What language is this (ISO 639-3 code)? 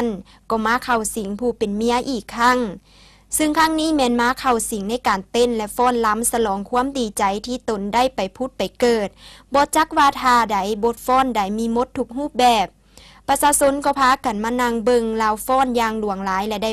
lao